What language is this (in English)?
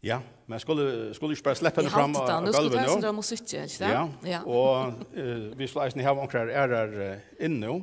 Faroese